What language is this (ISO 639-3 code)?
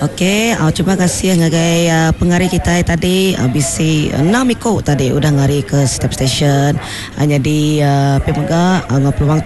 iba